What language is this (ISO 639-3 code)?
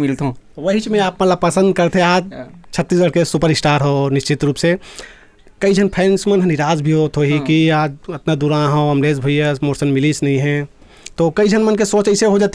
hne